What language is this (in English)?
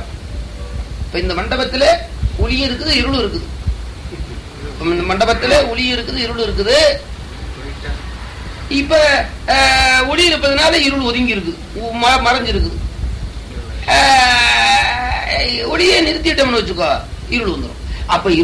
Tamil